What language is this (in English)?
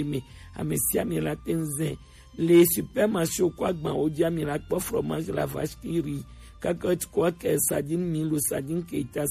Gen